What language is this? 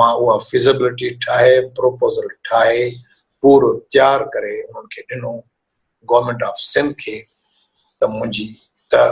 Sindhi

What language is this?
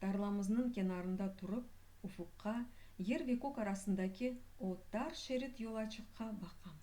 Crimean Tatar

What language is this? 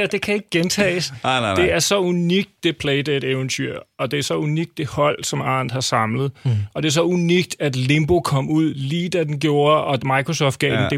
Danish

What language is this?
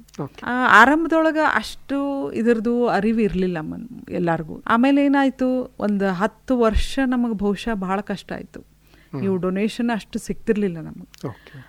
Kannada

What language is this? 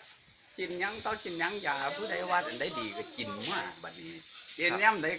Northeastern Thai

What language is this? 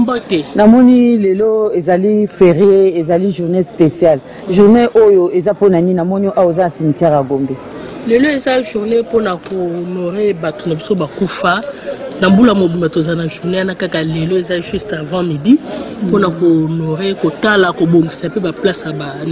Lingala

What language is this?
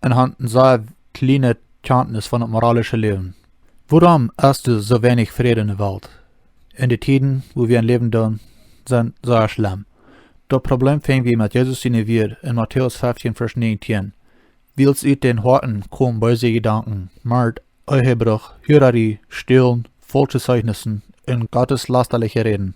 Plautdietsch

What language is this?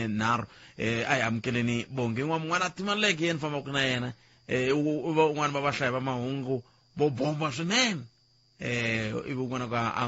Tsonga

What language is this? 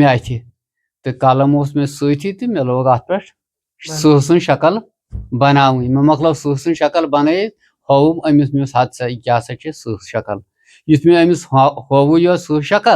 Kashmiri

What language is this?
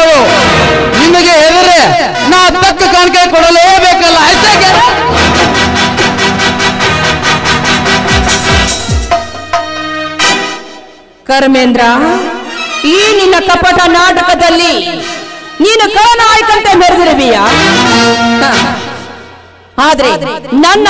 Kannada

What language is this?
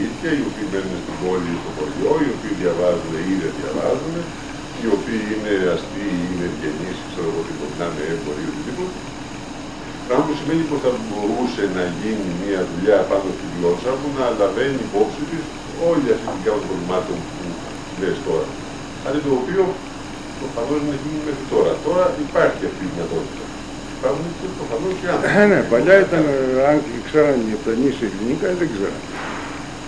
Greek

